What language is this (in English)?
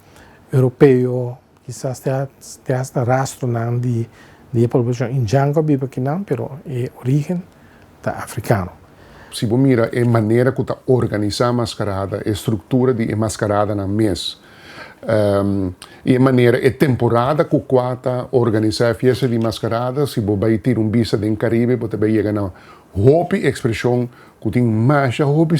Papiamento